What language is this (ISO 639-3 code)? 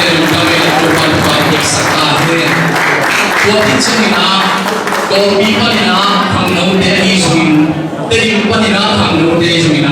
ctd